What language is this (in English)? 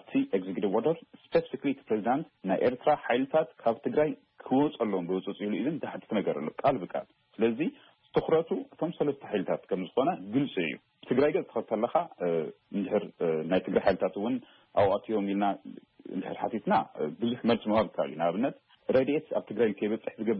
Tigrinya